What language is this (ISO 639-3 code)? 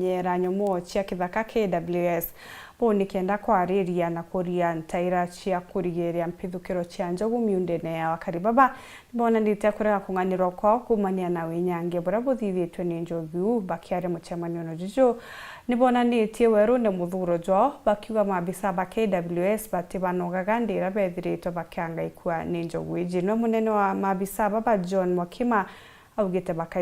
mer